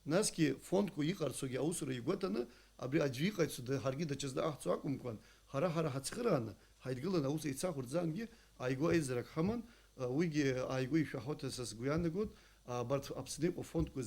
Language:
Abkhazian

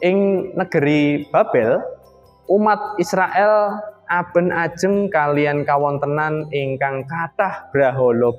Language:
Javanese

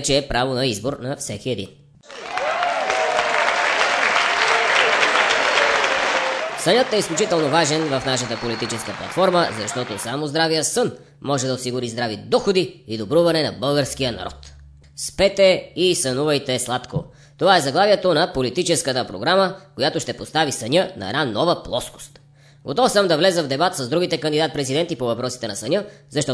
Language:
Bulgarian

